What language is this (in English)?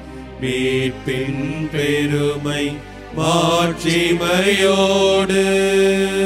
Tamil